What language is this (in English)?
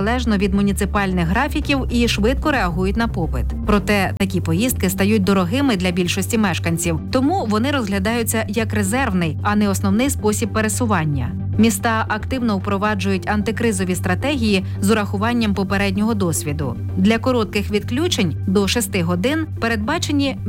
Ukrainian